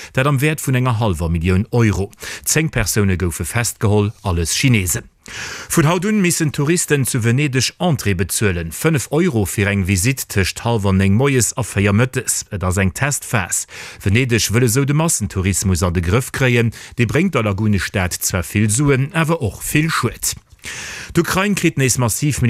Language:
Luxembourgish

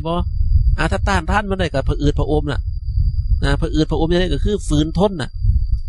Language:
Northeastern Thai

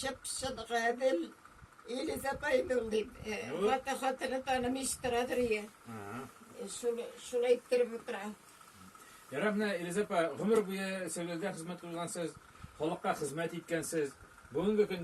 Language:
Tatar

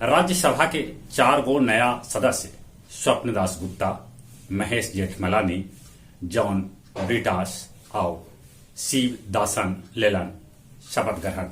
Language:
Magahi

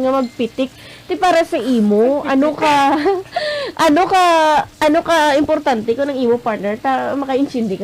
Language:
Hiligaynon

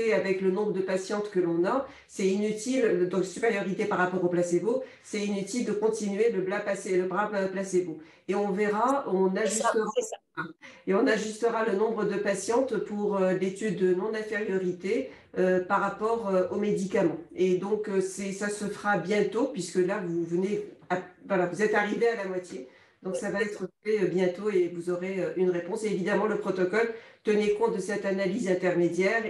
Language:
French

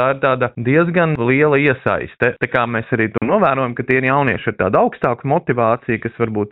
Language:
Latvian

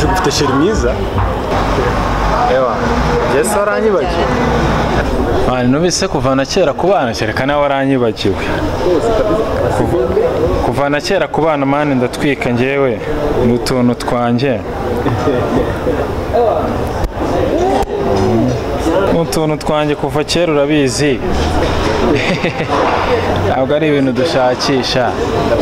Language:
Kinyarwanda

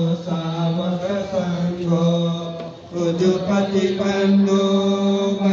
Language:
Pali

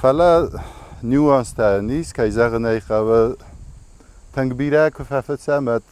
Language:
Ossetic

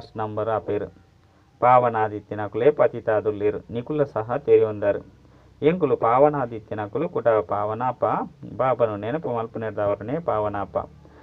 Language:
Tulu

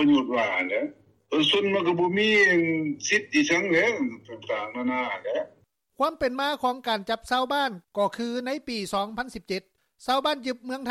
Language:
Lao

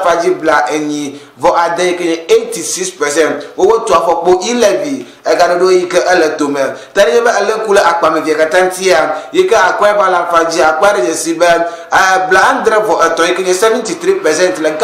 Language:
Ewe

